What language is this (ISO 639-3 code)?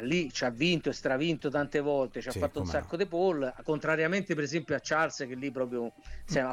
ita